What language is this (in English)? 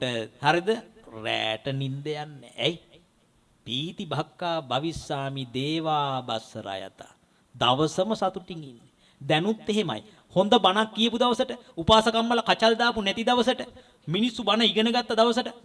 Sinhala